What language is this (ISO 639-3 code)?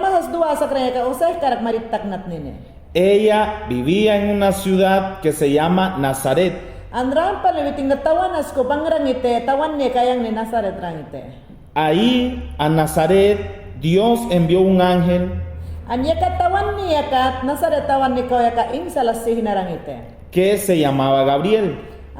yan